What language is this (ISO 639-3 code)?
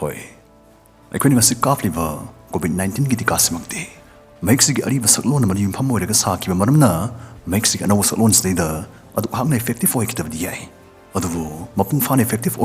mni